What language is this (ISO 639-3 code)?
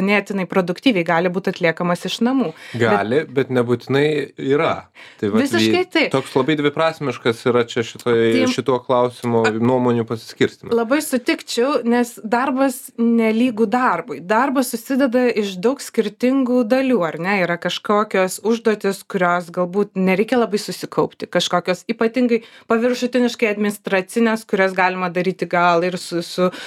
lit